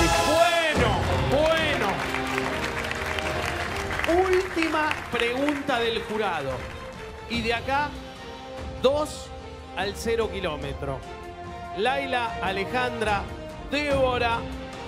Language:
Spanish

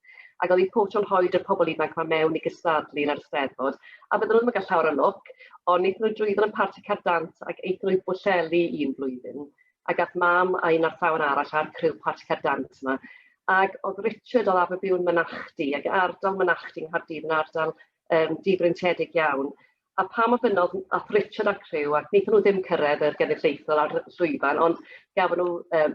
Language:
Welsh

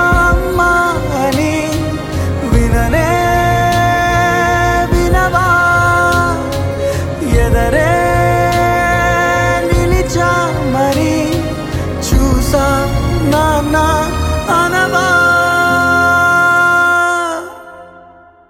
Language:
Telugu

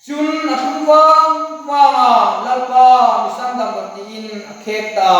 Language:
Hmar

